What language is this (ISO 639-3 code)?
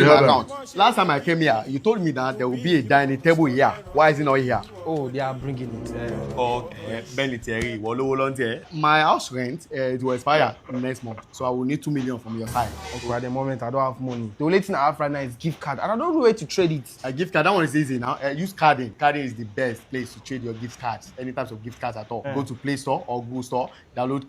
pcm